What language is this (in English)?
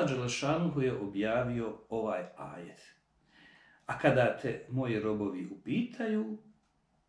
Bosnian